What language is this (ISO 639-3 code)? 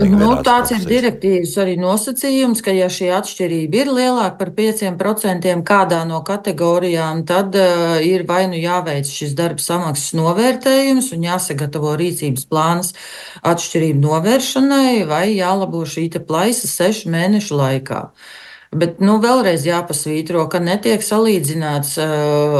lav